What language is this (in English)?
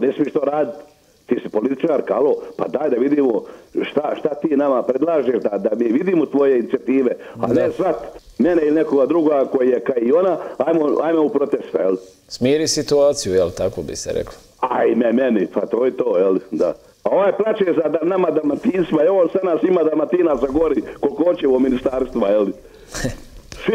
Croatian